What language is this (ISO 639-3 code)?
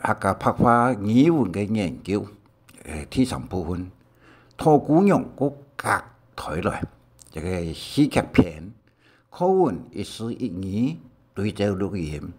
hak